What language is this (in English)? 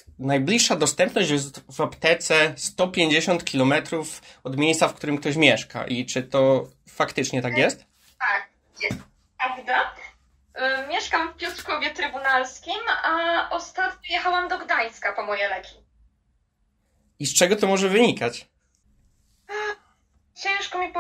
Polish